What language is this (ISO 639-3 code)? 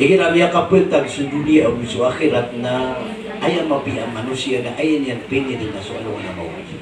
mrw